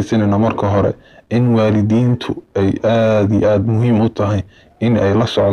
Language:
Somali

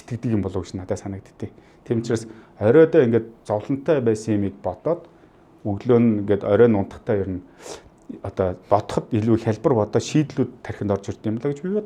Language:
Mongolian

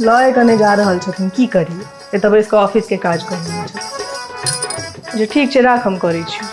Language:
Maithili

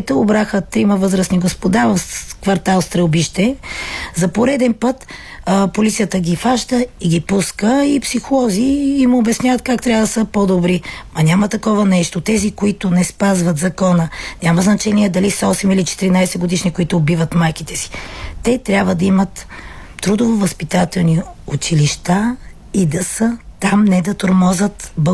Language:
Bulgarian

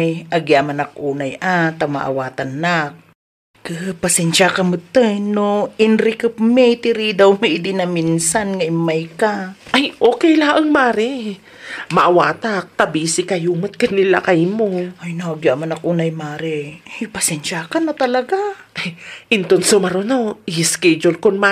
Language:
Iloko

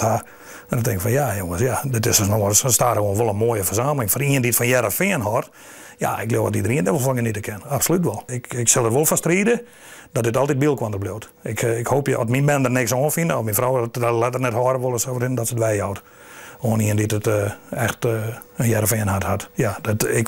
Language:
Western Frisian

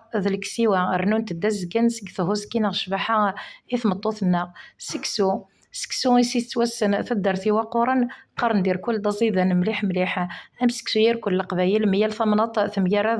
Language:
Kabyle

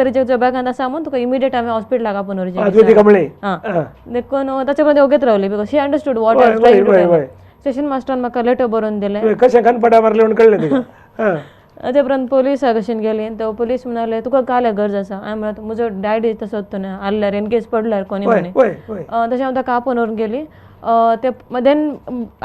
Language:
Konkani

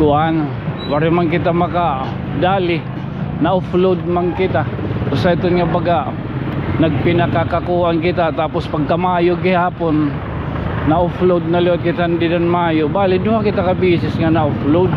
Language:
Waray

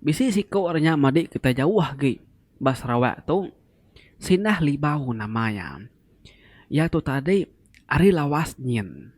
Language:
Iban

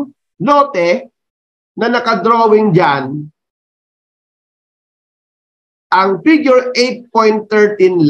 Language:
Filipino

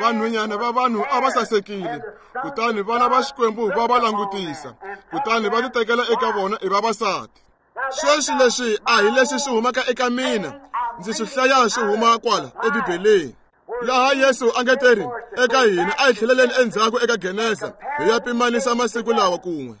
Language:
Tsonga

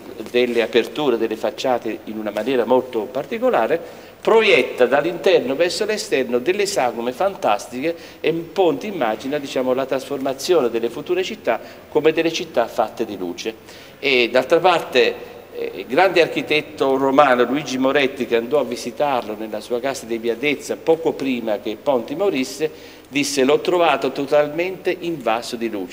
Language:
Italian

